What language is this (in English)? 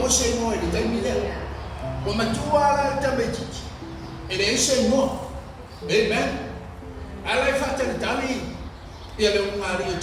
Samoan